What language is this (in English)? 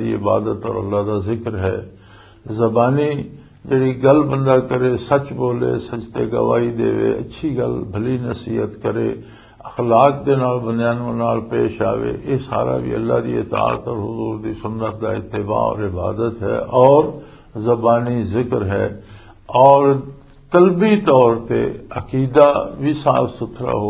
Western Panjabi